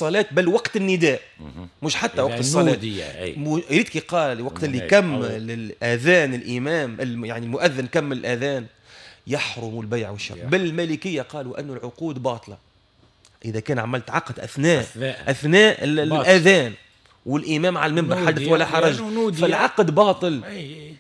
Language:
Tunisian Arabic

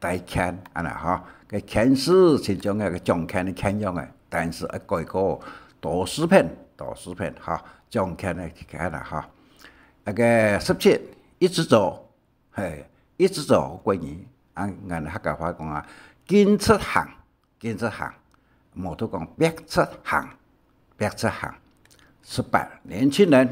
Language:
Hakka Chinese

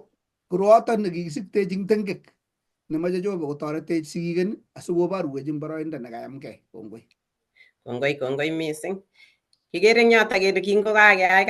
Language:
Kalenjin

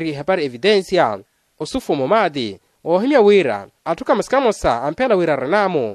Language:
Makhuwa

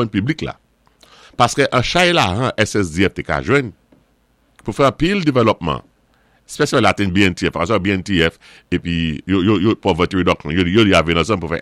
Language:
Saint Lucian Creole French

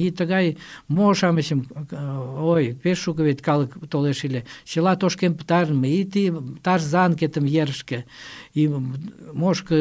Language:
Mari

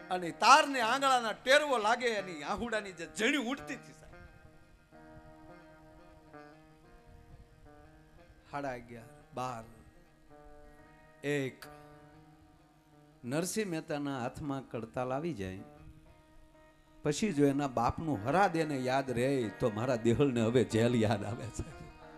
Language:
Gujarati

